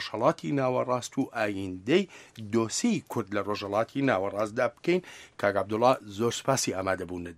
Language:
Central Kurdish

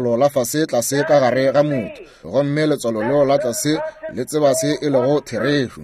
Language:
Northern Sotho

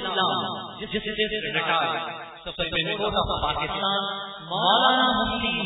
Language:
Urdu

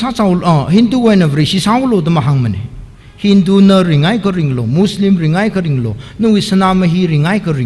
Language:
Tangkhul Naga (India)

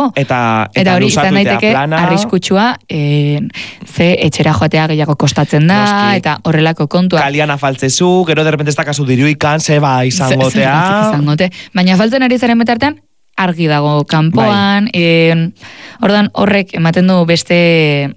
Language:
Basque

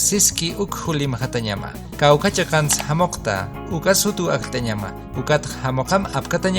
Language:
Aymara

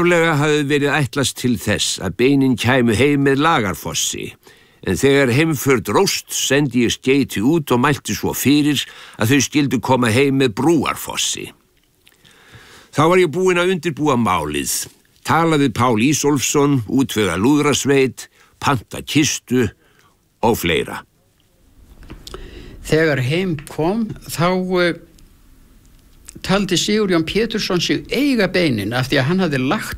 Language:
Icelandic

